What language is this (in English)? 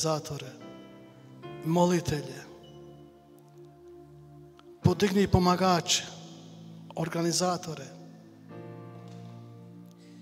Croatian